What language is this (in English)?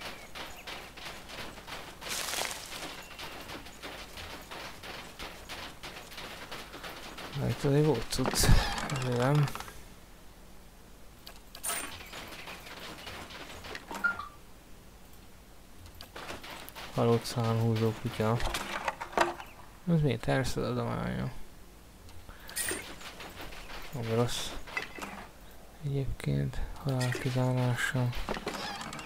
Hungarian